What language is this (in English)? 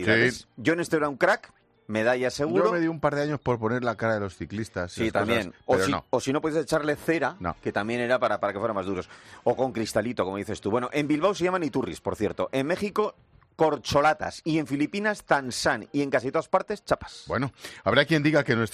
Spanish